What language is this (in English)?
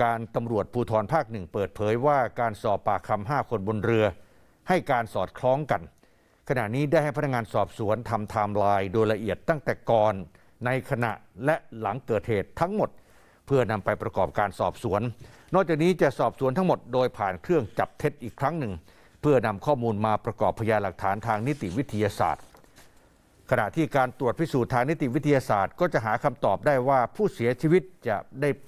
Thai